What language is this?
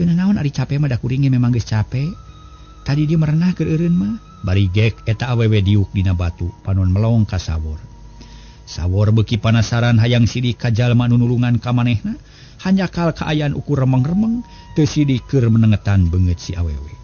Sundanese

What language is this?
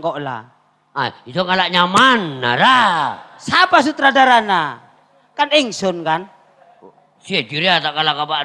Madurese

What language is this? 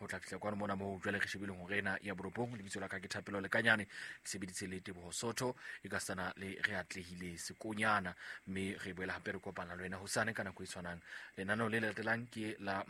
Southern Sotho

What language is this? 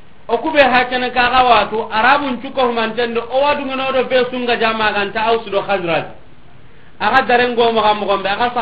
Soninke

